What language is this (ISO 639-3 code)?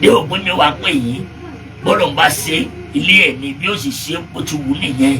yor